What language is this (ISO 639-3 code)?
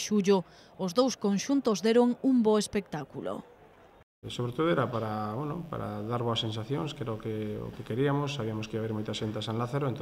glg